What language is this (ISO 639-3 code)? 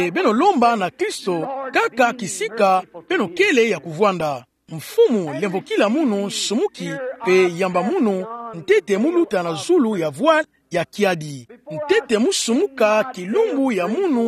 ktu